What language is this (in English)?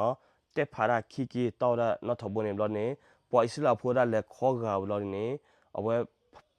S'gaw Karen